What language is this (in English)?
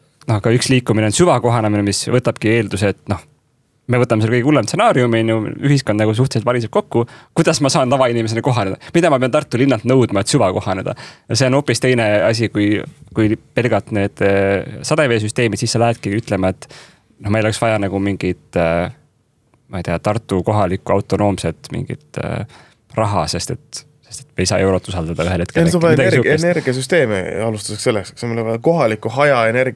Estonian